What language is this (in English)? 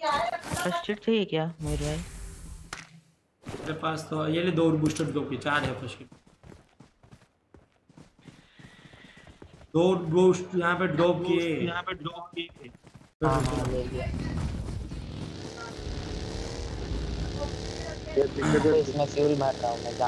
Hindi